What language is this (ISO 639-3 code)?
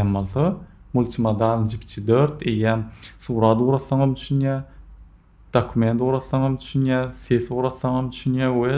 tuk